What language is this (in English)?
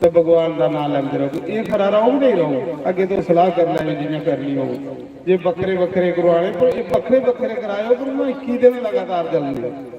Dogri